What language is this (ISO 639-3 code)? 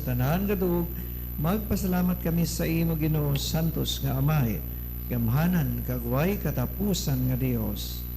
hil